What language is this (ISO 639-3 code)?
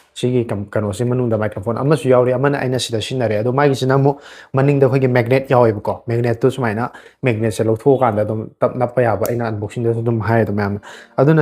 mni